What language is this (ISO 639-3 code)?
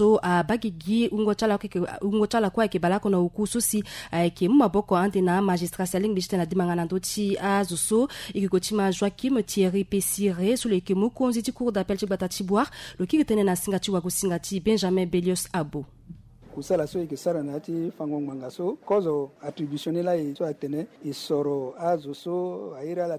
sag